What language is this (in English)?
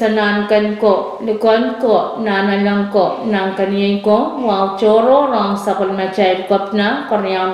Pohnpeian